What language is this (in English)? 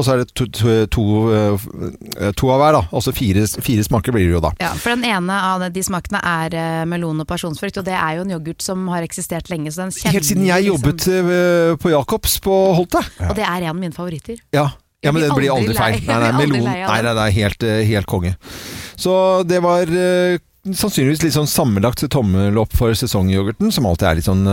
Norwegian